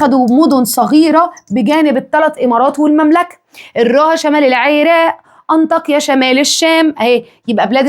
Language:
Egyptian Arabic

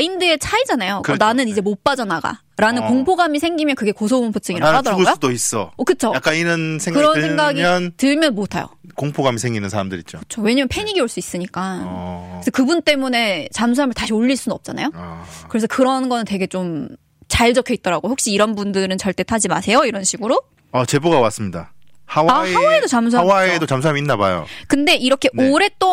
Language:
Korean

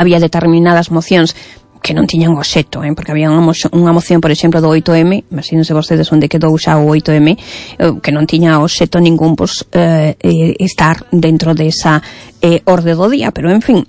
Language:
Galician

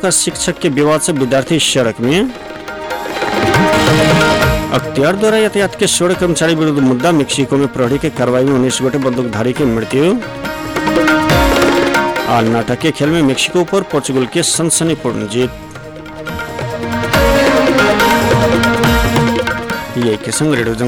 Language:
Maithili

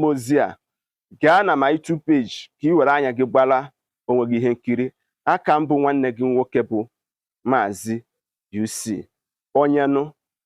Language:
Igbo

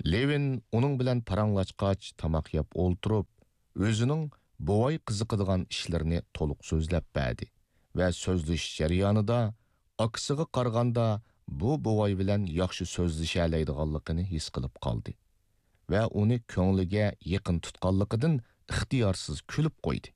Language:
Uyghur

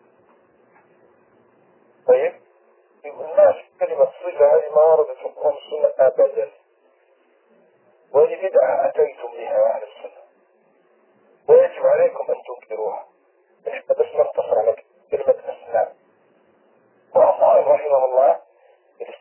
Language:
Arabic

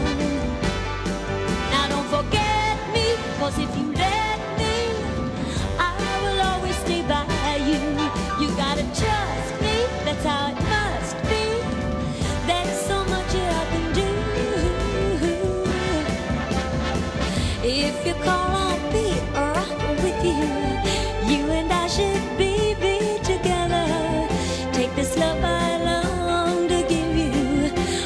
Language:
English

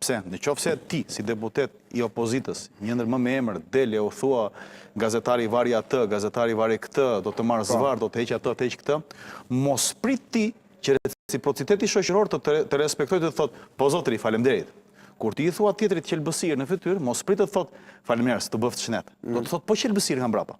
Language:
Albanian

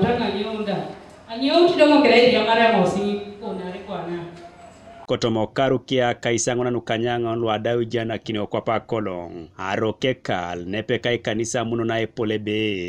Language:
Teso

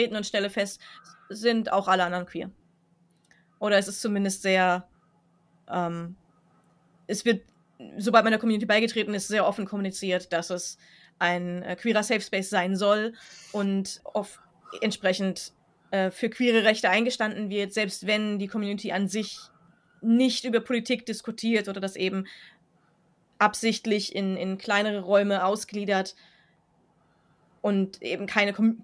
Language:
German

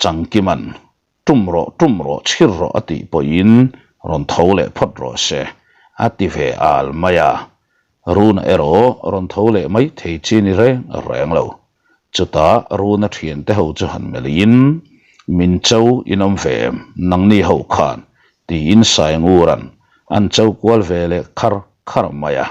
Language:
Mizo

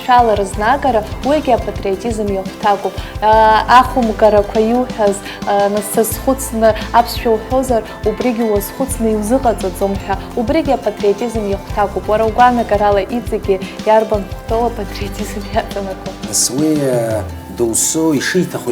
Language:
Abkhazian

